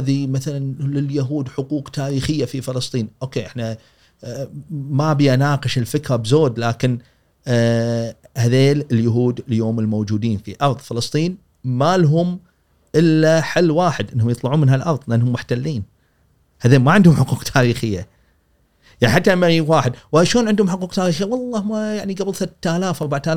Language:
Gulf Arabic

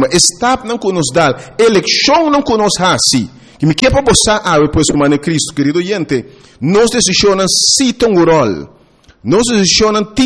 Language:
Papiamento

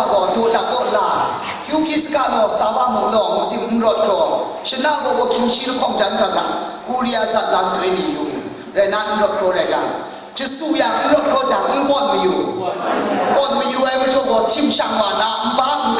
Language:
Kachin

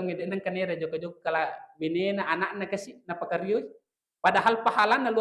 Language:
Buginese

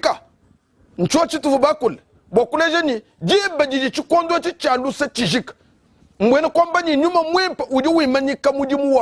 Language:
Luba-Lulua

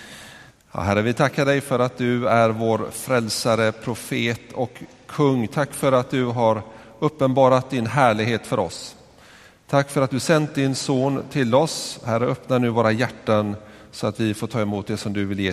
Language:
Swedish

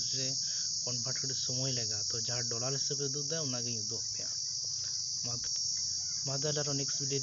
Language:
Santali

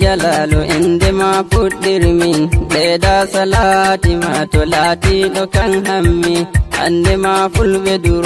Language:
Nigerian Fulfulde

